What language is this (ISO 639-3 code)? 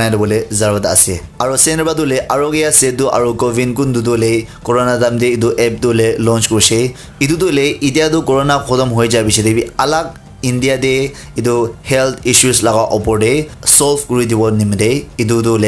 nag